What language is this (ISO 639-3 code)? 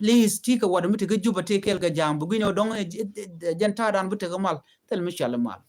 nus